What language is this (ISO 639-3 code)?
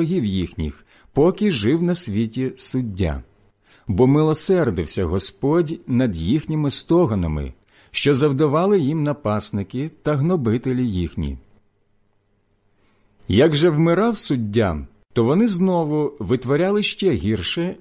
ukr